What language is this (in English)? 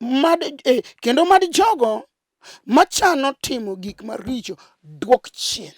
Luo (Kenya and Tanzania)